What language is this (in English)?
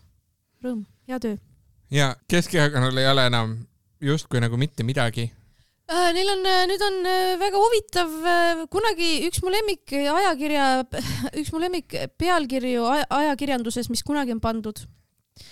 Estonian